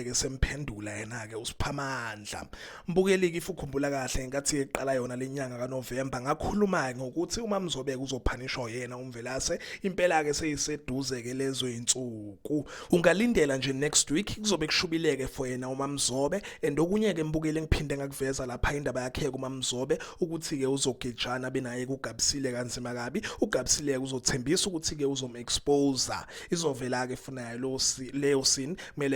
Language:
Zulu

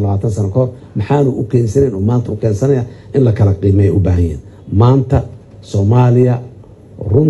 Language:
Somali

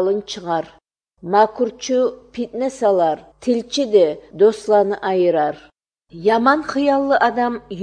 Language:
Kyrgyz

